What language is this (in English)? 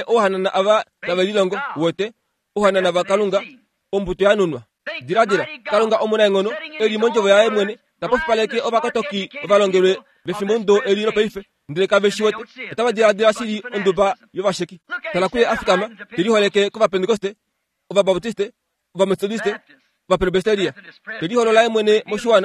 Kuanyama